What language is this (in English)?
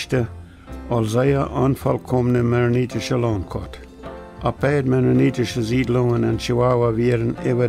Plautdietsch